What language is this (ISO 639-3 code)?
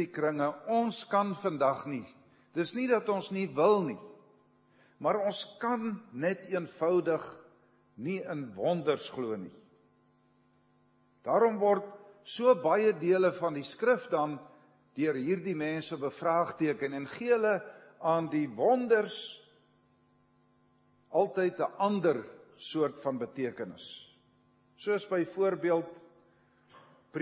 afr